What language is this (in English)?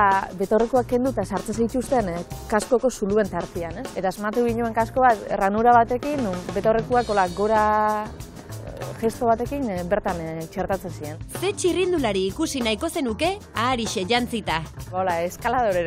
Basque